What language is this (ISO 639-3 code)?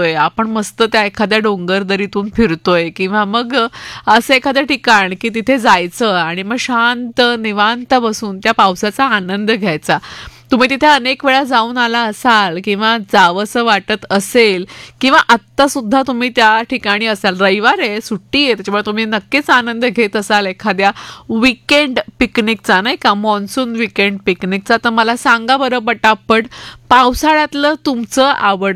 mar